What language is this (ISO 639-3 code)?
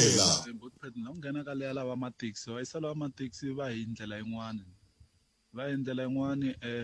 tso